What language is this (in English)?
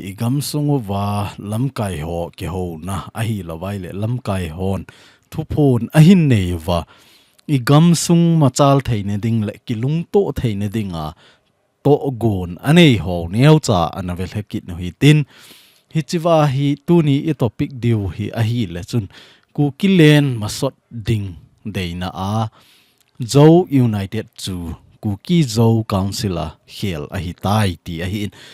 Thado Chin